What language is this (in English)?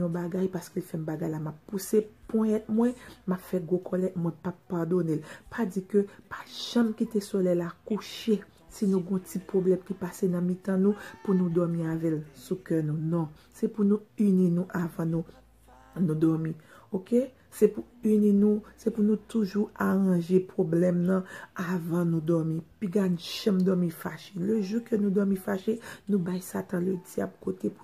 Haitian Creole